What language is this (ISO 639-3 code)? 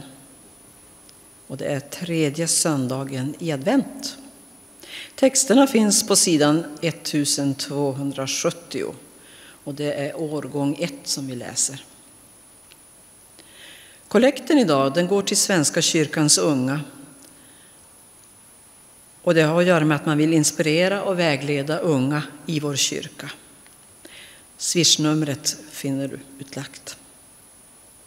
swe